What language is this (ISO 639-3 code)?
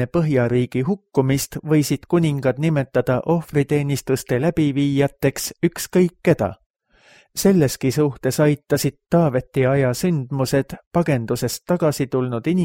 est